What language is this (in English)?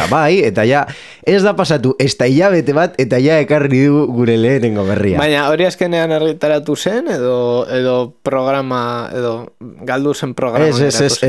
Basque